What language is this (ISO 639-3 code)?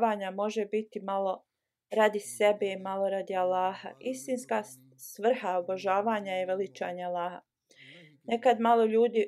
bos